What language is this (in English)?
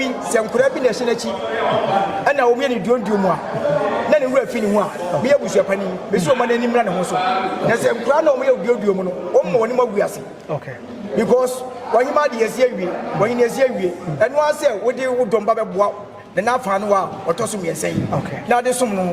Akan